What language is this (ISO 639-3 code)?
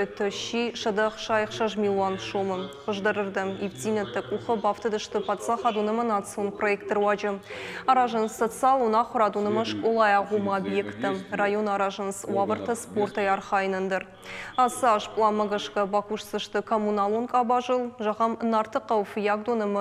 oss